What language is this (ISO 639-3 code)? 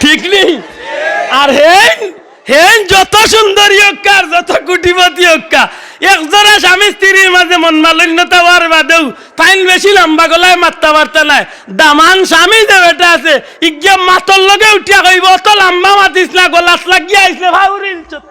syl